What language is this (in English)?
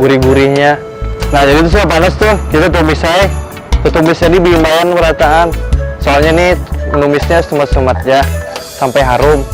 Banjar